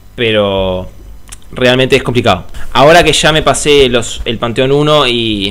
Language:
Spanish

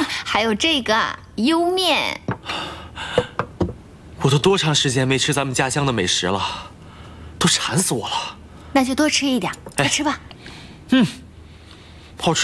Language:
Chinese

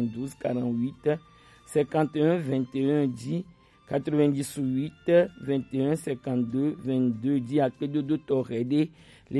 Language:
Gen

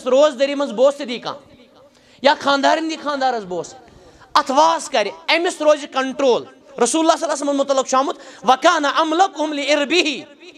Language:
Kashmiri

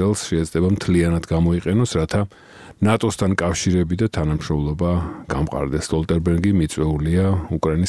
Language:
Georgian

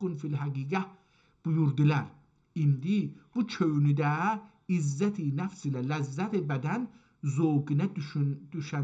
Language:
South Azerbaijani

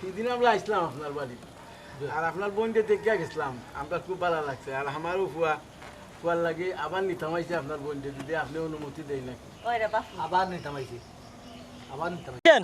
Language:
Sylheti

